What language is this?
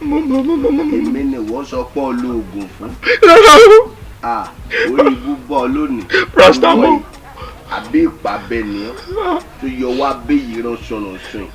Yoruba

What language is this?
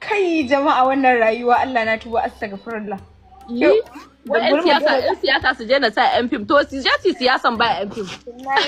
Hausa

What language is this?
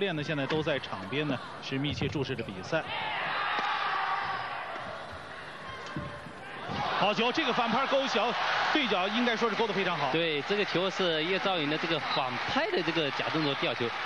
Chinese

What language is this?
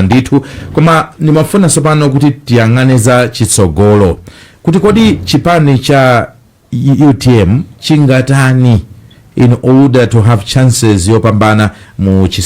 Nyanja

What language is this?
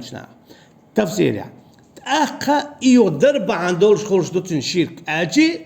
Chechen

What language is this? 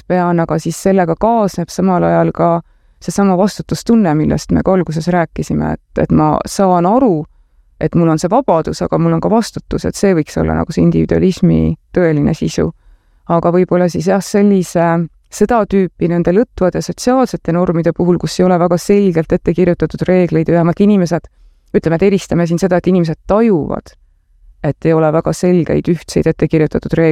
Estonian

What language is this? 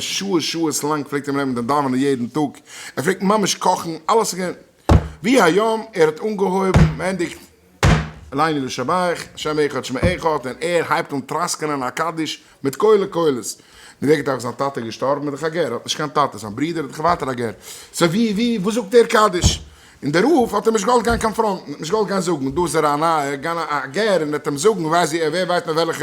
Yiddish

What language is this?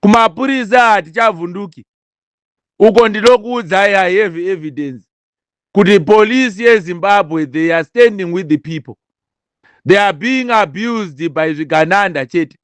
Shona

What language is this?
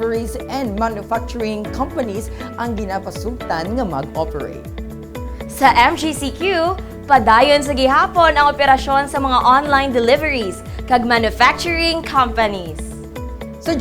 Hiligaynon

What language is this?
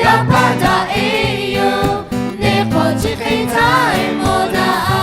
Lahu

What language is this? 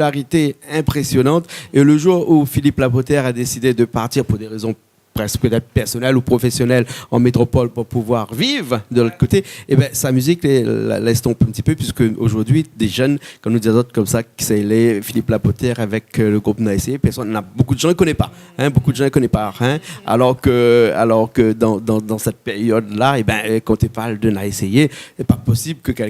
Réunion Creole French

